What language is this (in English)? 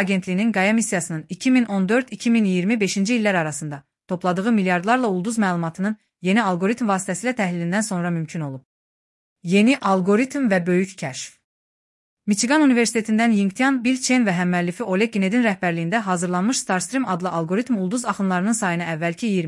Azerbaijani